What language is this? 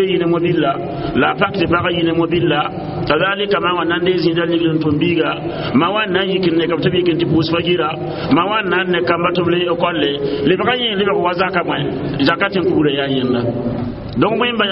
Mossi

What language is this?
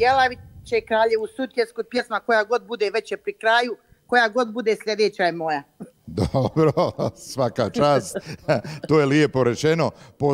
Croatian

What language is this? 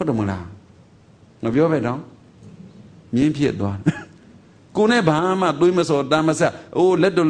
Burmese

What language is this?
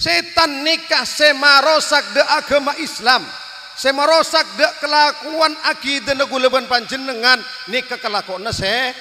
Madurese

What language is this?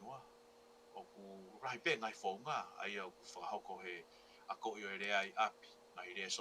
Tongan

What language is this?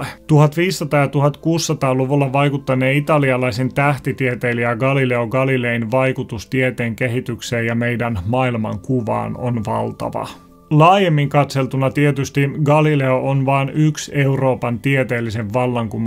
Finnish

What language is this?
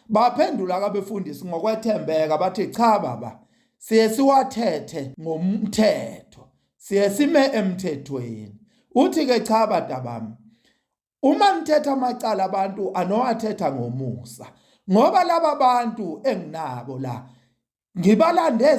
Zulu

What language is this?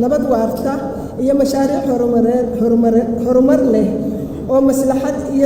Somali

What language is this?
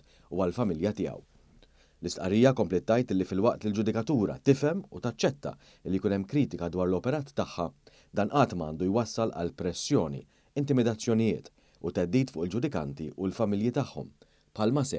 Maltese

